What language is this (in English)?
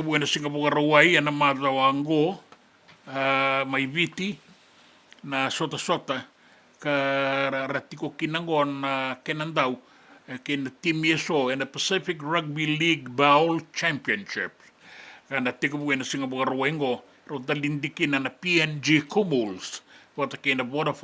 Fijian